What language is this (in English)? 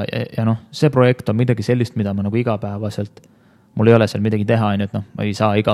Estonian